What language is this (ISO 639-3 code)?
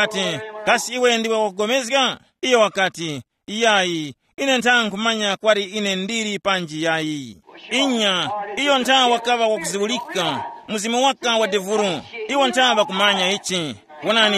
tum